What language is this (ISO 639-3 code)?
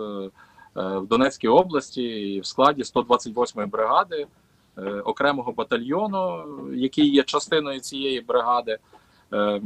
ukr